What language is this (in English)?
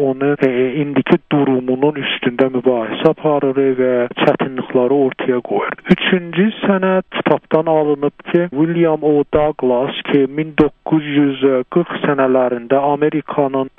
South Azerbaijani